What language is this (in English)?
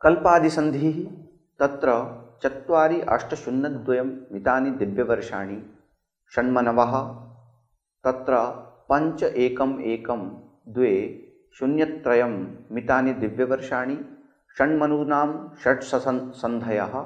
Sanskrit